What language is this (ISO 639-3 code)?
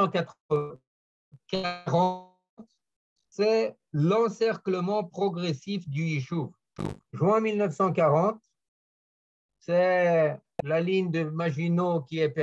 fra